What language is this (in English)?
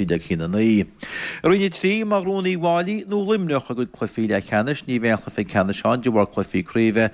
Irish